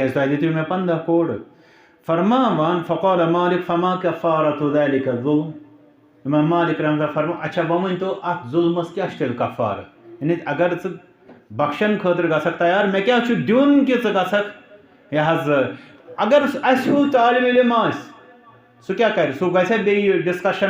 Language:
Kashmiri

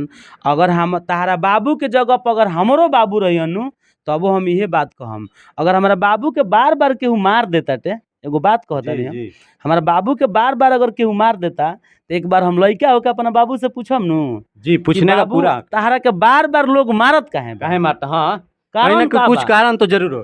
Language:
Bhojpuri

